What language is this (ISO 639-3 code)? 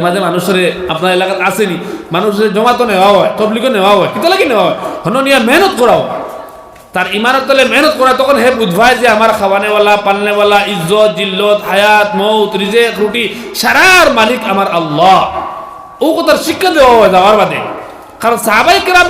syl